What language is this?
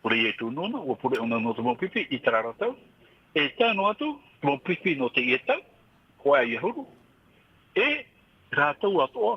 Tahitian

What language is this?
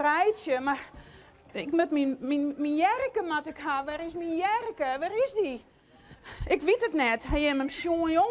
Western Frisian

